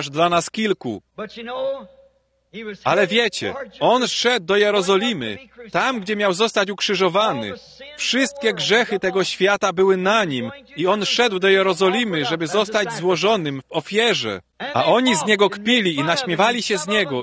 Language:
Polish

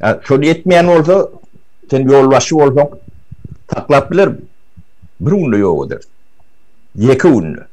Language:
Turkmen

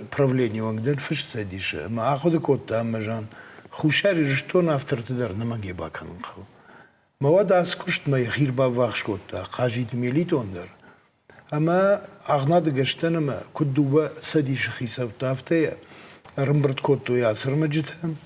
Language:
Ossetic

